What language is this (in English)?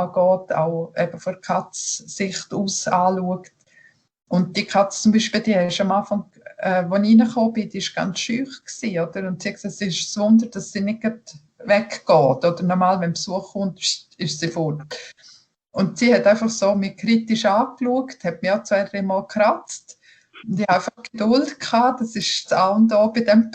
Swiss German